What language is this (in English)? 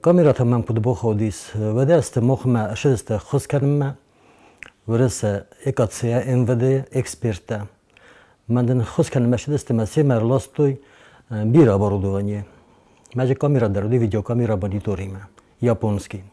Ossetic